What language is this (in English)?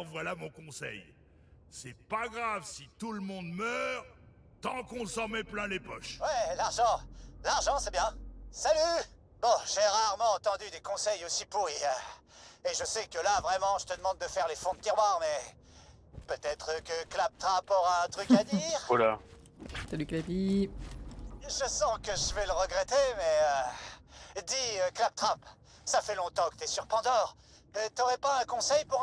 French